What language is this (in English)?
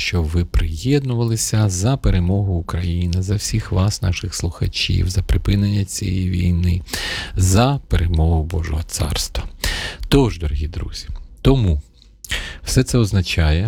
Ukrainian